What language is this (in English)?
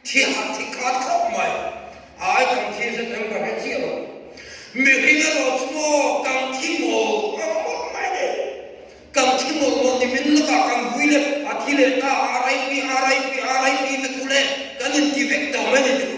Mizo